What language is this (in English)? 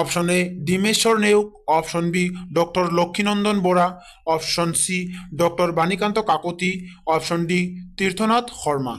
Assamese